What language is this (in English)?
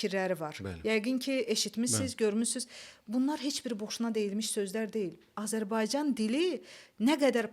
Azerbaijani